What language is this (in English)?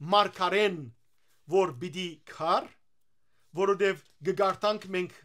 Western Armenian